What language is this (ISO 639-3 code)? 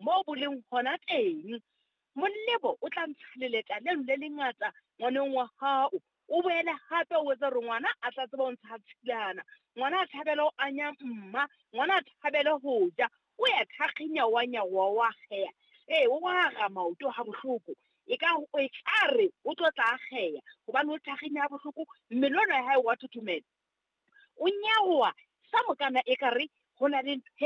sot